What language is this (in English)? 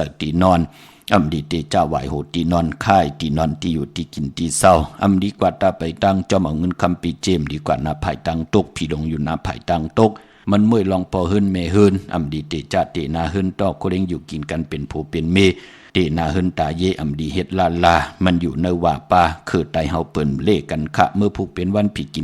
Shan